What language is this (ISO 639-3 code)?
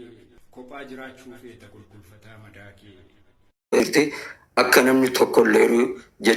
orm